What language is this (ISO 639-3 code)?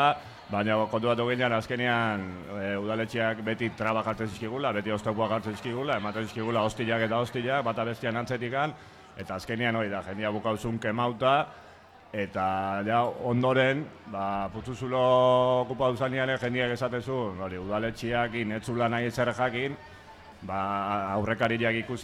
eus